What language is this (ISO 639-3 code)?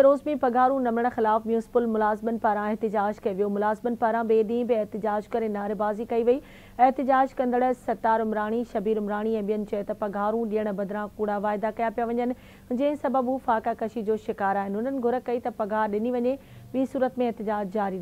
snd